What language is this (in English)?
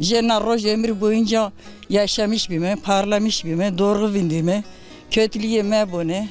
Zaza